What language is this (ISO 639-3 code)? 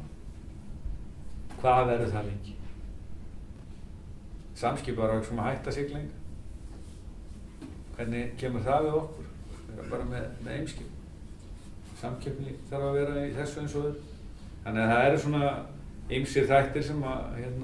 isl